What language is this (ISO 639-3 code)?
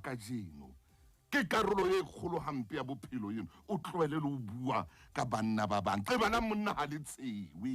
sot